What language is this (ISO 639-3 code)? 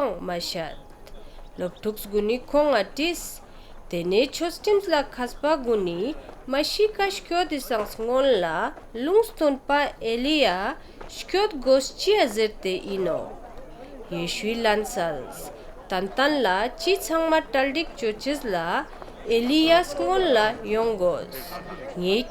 lbj